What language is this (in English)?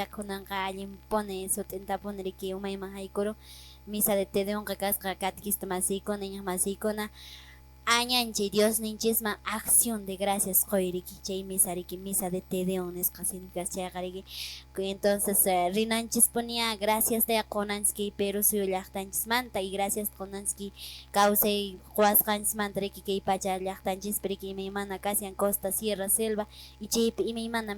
Quechua